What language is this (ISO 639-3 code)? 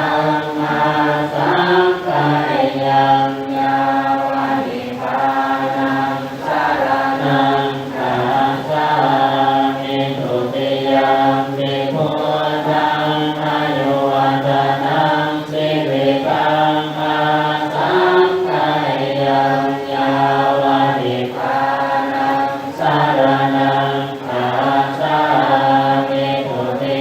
pli